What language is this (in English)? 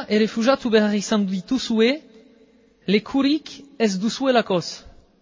Basque